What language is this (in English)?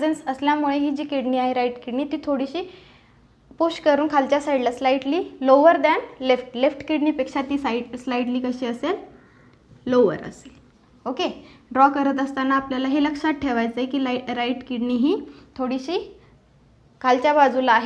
Marathi